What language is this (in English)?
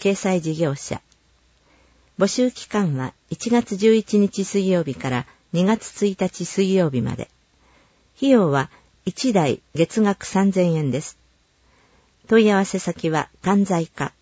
Japanese